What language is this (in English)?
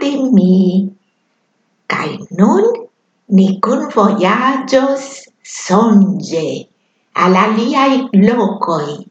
Esperanto